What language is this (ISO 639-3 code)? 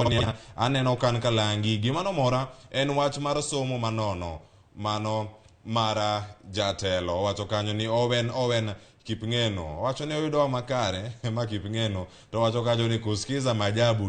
luo